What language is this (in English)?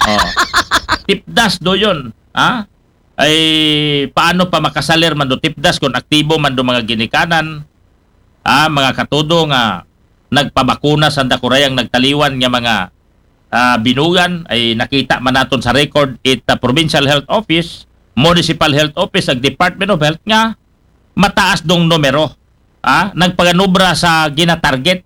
Aklanon